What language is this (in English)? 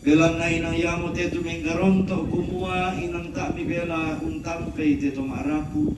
Toraja-Sa'dan